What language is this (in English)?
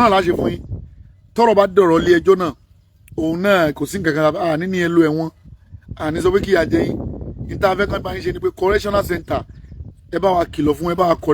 Yoruba